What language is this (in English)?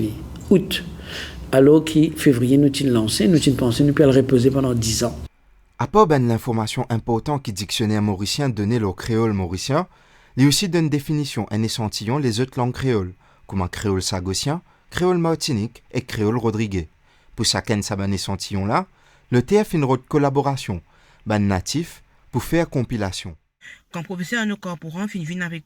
Morisyen